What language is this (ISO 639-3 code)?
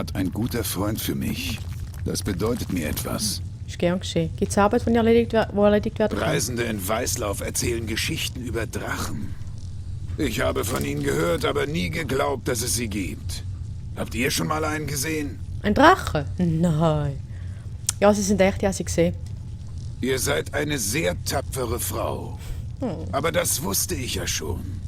gsw